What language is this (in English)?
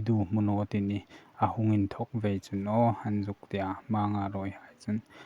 Hmar